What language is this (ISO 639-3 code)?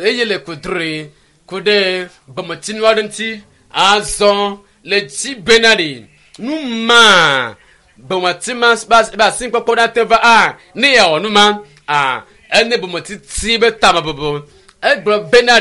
ewe